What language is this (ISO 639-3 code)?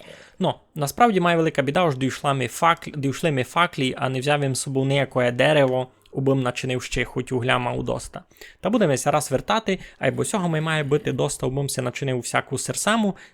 rue